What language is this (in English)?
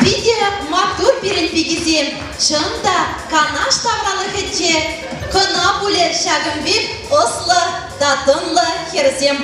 Chuvash